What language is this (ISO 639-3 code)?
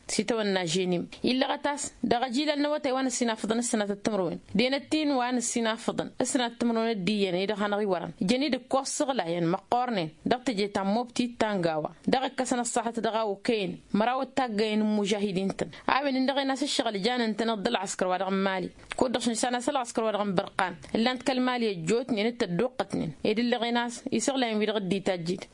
taq